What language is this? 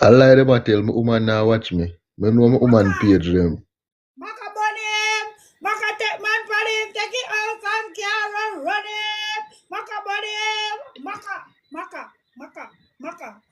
Jamaican Creole English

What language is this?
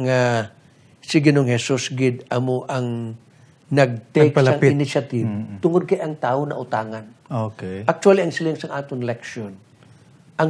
Hiligaynon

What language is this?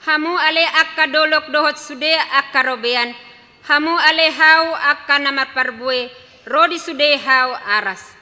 Batak Toba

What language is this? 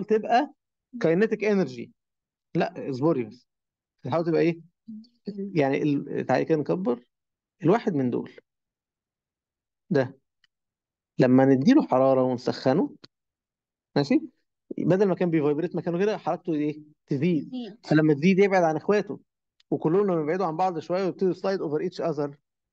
Egyptian Arabic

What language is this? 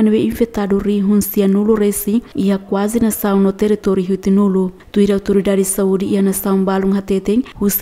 Tetum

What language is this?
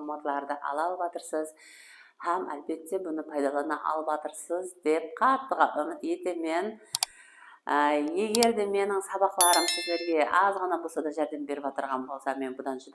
Kara-Kalpak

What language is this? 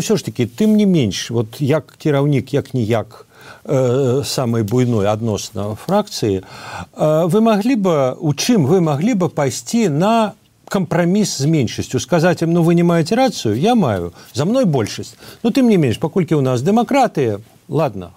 Belarusian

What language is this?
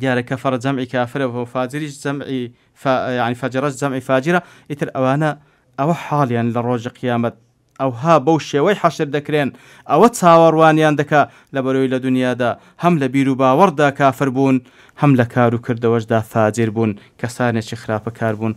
Central Kurdish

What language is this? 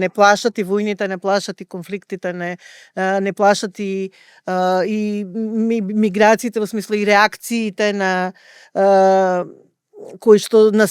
Macedonian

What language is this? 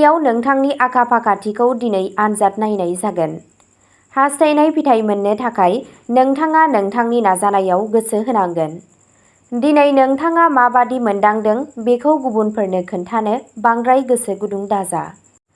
Bodo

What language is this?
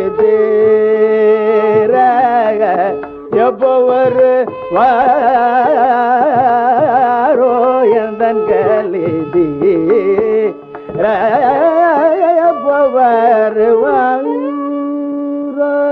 Tamil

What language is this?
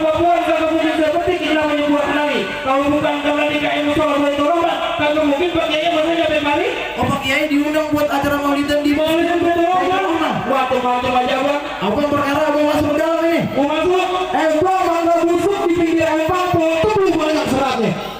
Betawi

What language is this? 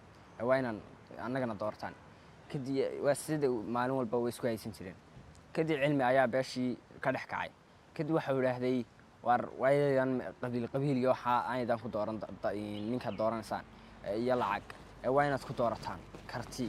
Somali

